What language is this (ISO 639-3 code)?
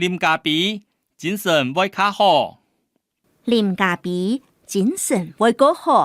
hak